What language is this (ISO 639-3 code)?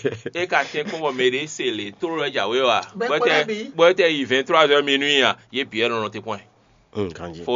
fon